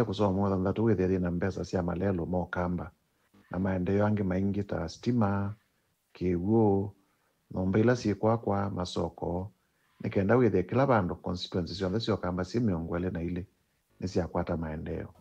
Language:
Kamba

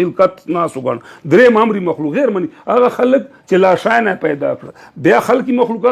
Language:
Pashto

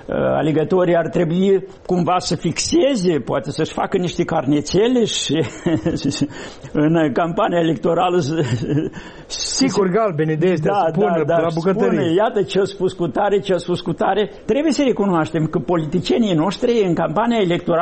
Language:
Romanian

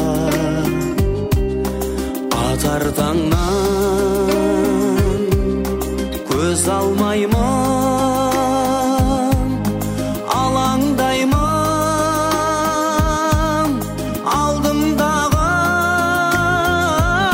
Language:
Kazakh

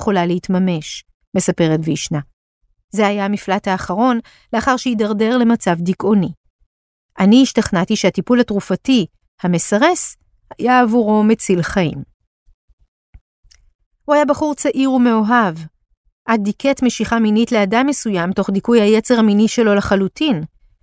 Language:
Hebrew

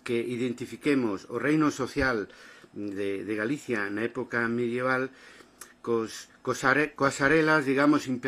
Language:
Galician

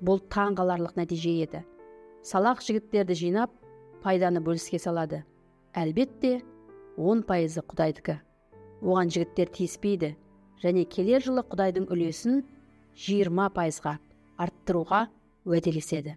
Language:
Kazakh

